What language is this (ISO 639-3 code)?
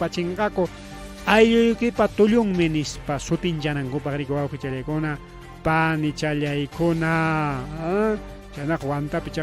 quy